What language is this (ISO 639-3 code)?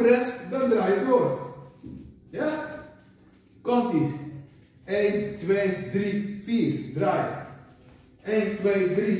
nld